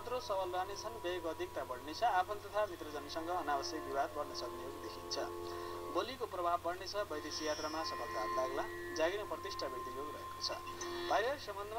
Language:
Nepali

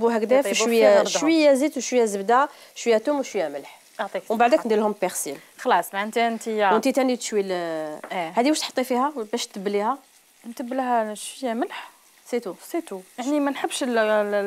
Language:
Algerian Arabic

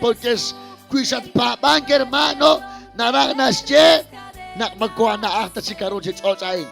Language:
Kekchí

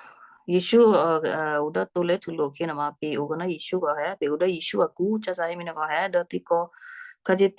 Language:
Western Kayah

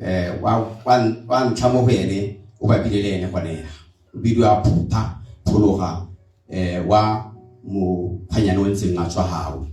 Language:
Tswana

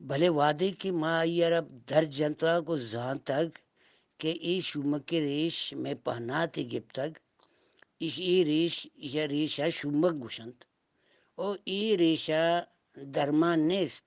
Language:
Eastern Balochi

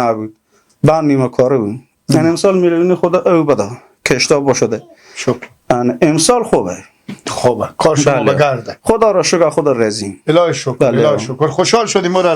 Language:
Persian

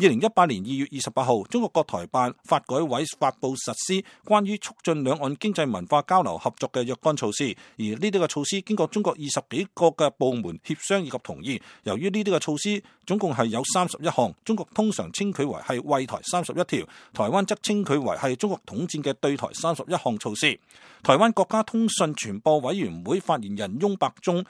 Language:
Cantonese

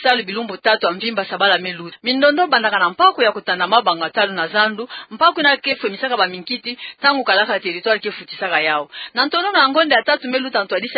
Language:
Kituba (Democratic Republic of Congo)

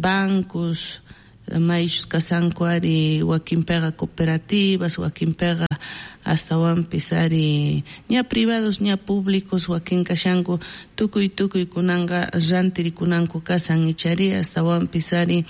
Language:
South Bolivian Quechua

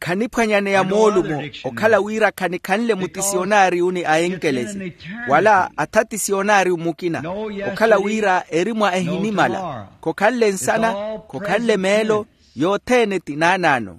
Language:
Makhuwa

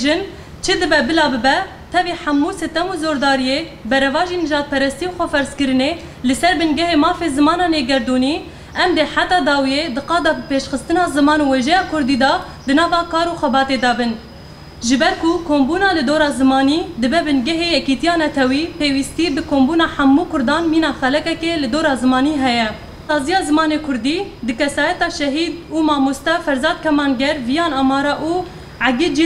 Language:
Kurdish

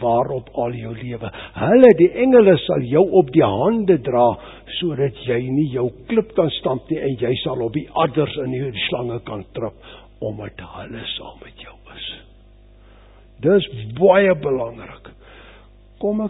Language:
Afrikaans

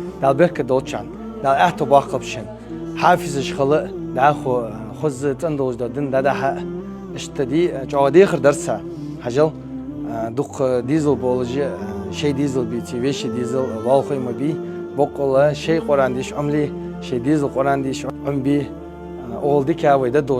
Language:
Ingush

